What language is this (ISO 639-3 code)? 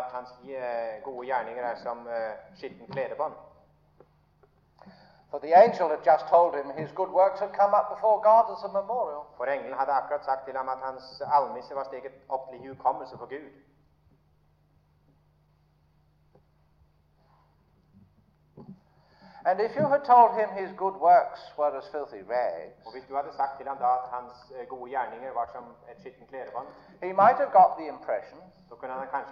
nor